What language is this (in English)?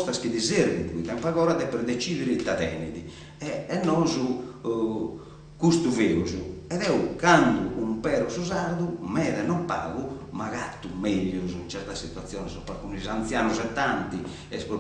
Sardinian